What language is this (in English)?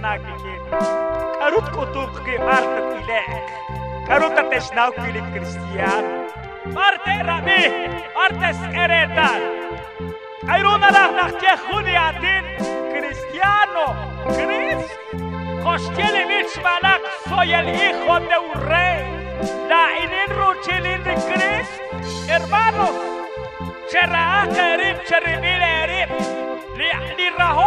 Kekchí